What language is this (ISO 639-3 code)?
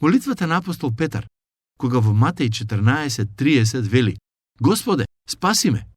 mkd